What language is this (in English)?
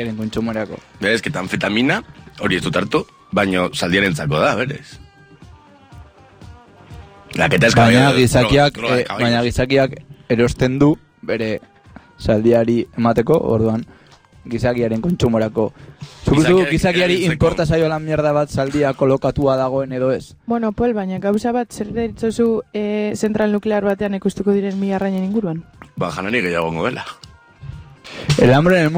Basque